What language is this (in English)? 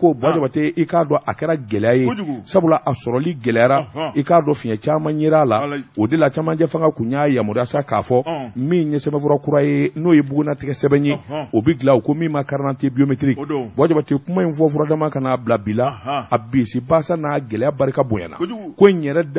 Bambara